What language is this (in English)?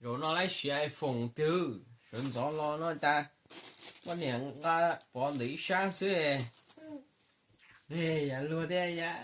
Hmong